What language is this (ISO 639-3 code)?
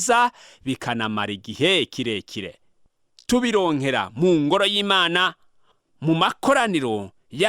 run